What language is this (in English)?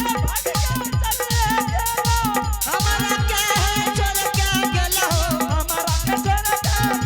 Angika